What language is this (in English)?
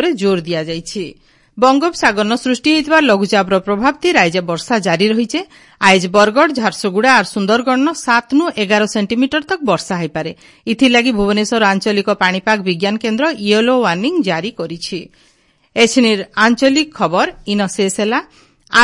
Odia